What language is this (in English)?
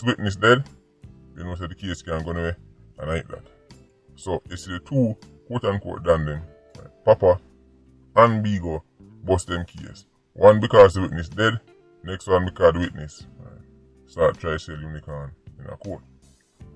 Jamaican Creole English